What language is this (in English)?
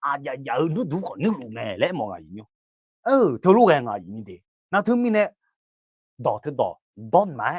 Akha